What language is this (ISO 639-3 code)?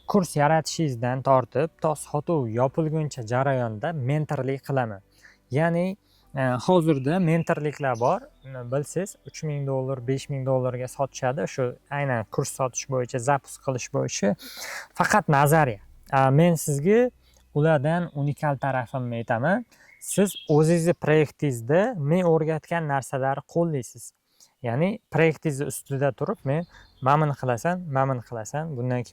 uzb